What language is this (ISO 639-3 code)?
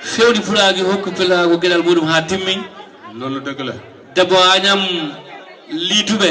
ful